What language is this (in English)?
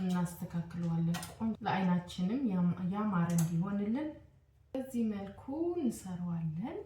Amharic